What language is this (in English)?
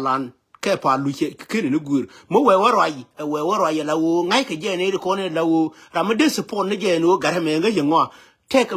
Nuer